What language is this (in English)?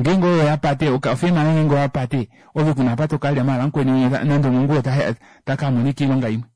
Kuanyama